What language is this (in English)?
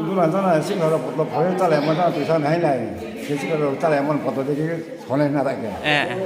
Riang (India)